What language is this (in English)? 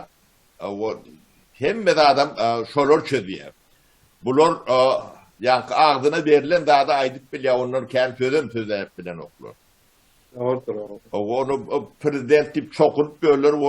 Turkmen